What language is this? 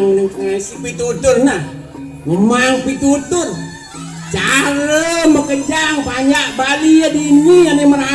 Balinese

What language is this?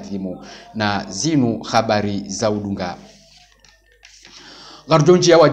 Ngazidja Comorian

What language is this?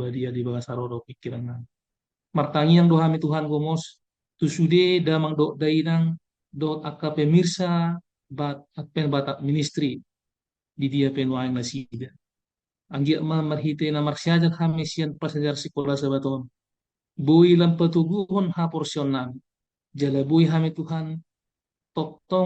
Batak Toba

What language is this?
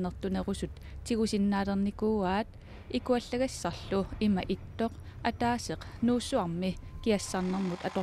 Kalaallisut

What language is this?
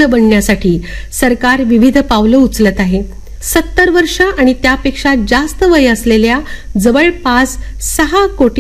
Marathi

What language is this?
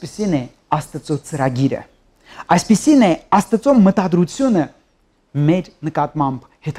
Armenian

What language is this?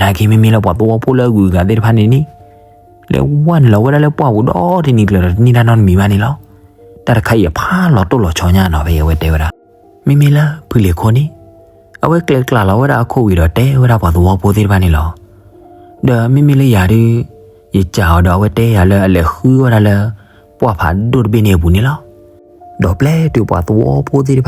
S'gaw Karen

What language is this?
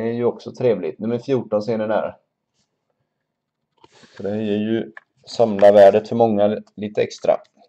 Swedish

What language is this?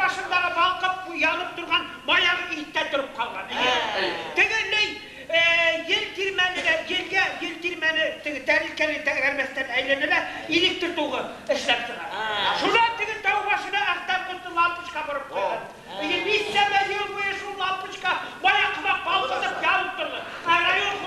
Bashkir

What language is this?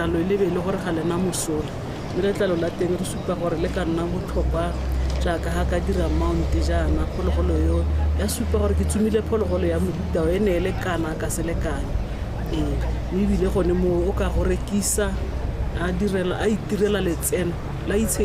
Tswana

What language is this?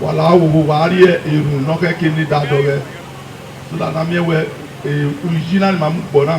Bini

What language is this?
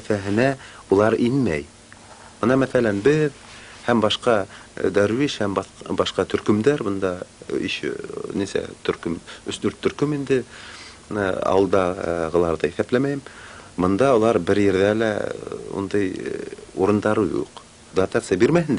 Bashkir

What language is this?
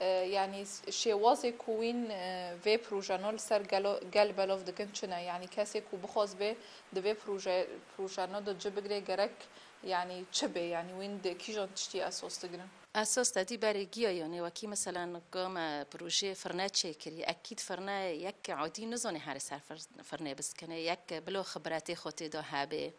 Kurdish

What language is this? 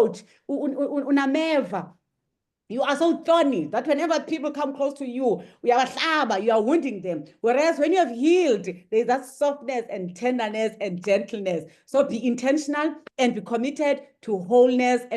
English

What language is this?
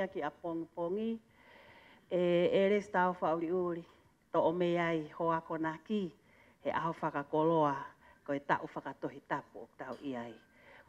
Tongan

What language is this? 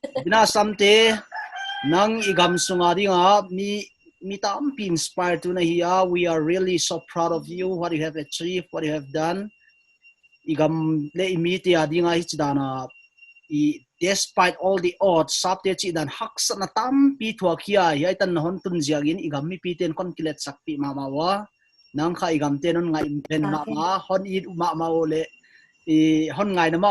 Paite Chin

